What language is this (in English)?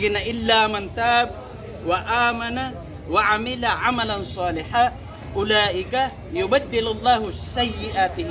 Maranao